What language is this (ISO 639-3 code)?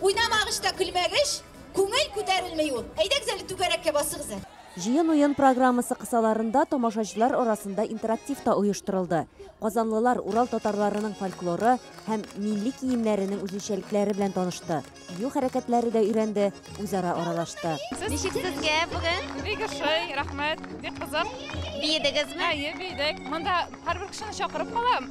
tat